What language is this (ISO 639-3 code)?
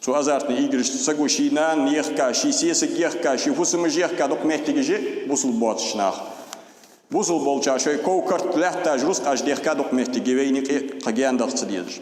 inh